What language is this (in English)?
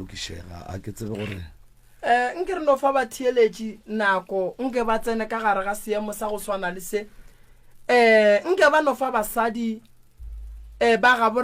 Northern Sotho